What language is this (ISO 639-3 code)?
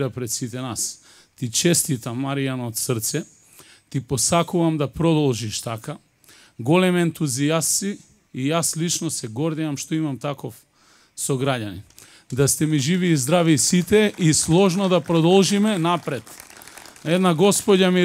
mkd